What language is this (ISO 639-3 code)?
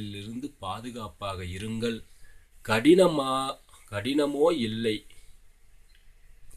tam